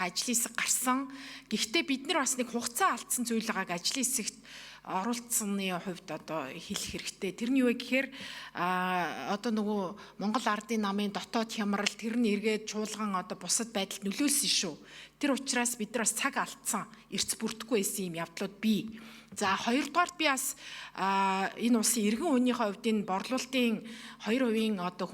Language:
Mongolian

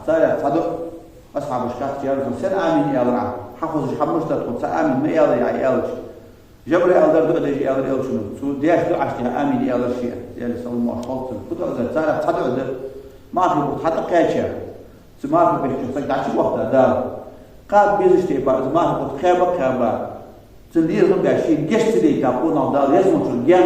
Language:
Ingush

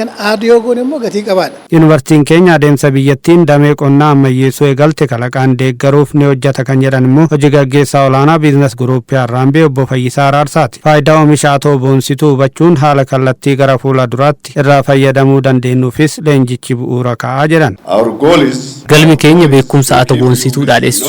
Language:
Oromo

